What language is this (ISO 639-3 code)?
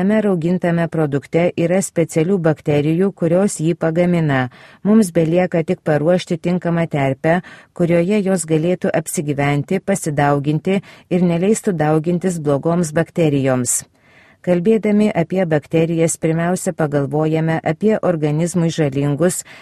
lit